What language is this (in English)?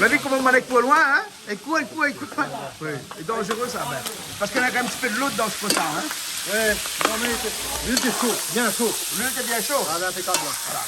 Réunion Creole French